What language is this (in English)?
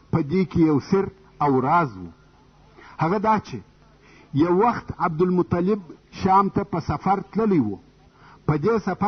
Pashto